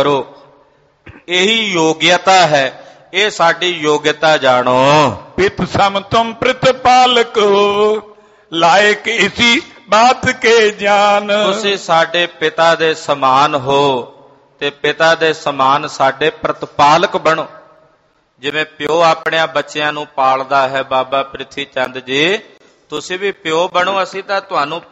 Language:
Punjabi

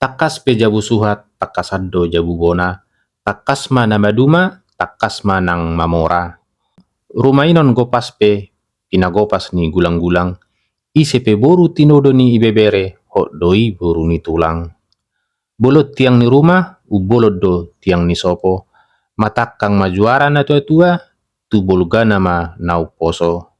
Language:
Batak Toba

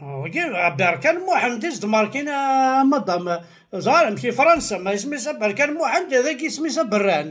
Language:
Kabyle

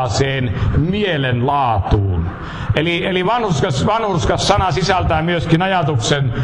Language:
Finnish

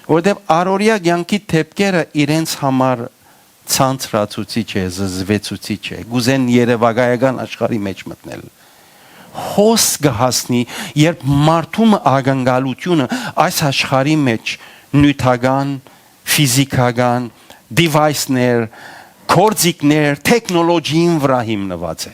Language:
Western Armenian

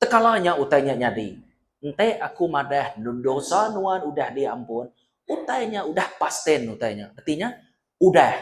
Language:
Iban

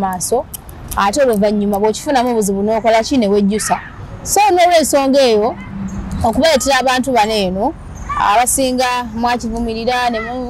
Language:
Ganda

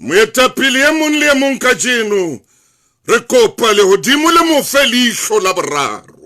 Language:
Southern Sotho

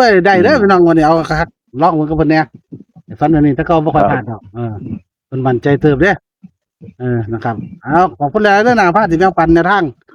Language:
Northeastern Thai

